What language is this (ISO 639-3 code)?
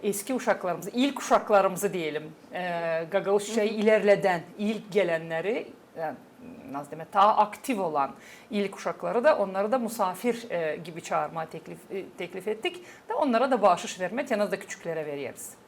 gag